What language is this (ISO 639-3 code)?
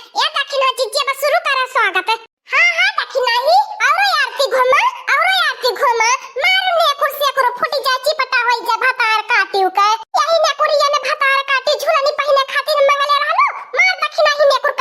awa